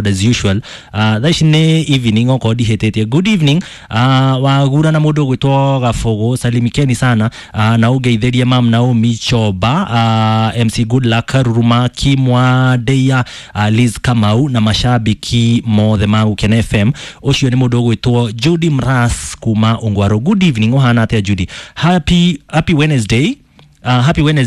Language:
Kikuyu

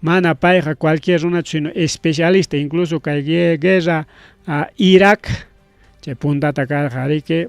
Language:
Ayacucho Quechua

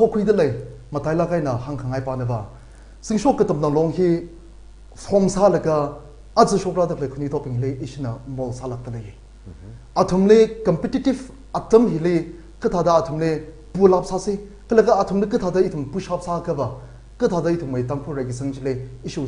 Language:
Tangkhul Naga (India)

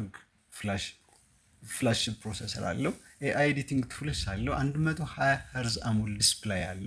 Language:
Amharic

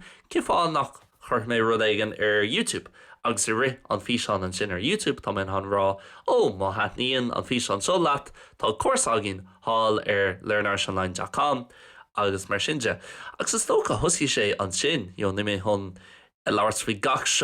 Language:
Irish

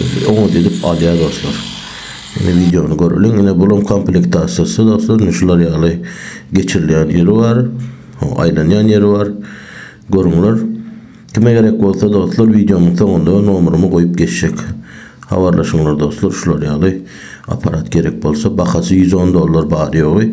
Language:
Turkmen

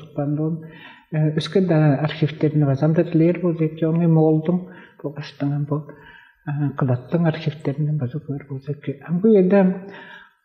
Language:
Tuvinian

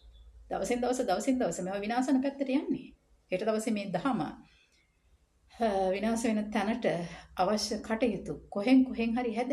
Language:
Sinhala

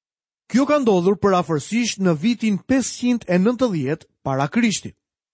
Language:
Albanian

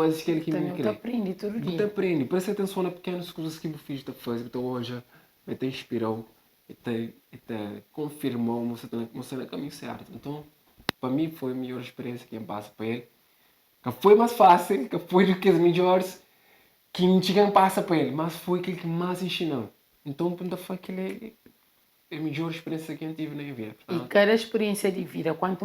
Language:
Kabuverdianu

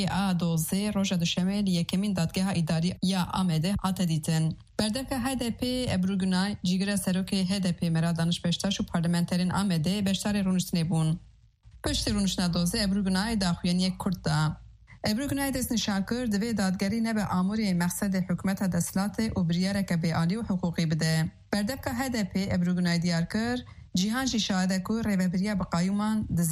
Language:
Kurdish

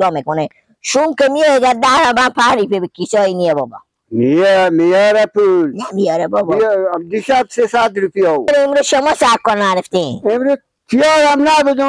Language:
Persian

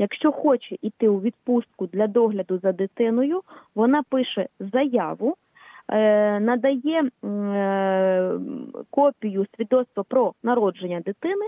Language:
Ukrainian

